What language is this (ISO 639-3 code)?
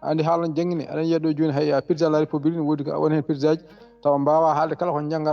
ful